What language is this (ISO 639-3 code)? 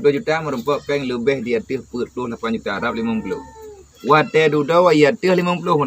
ace